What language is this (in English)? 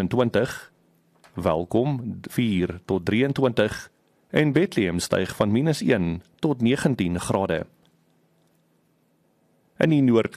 Afrikaans